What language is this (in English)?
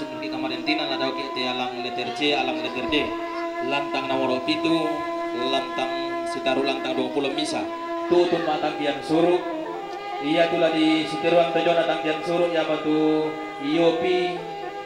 Toraja-Sa'dan